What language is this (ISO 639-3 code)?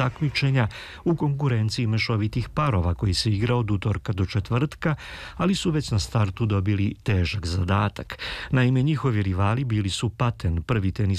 srp